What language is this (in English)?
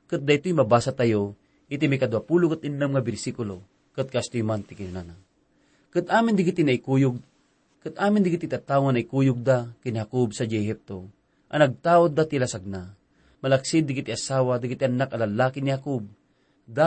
Iloko